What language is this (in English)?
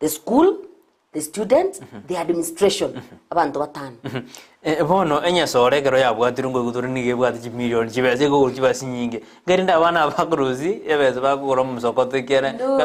Gusii